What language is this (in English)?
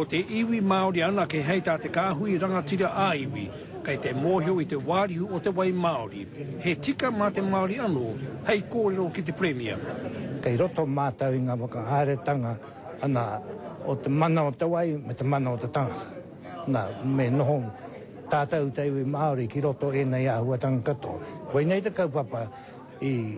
Māori